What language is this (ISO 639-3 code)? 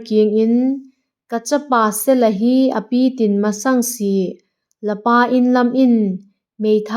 vap